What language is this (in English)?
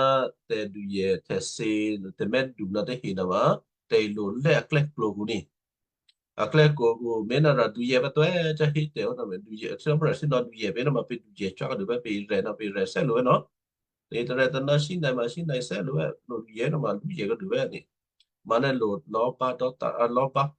Western Kayah